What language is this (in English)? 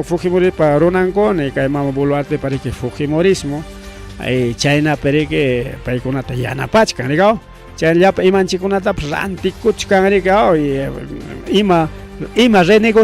Ayacucho Quechua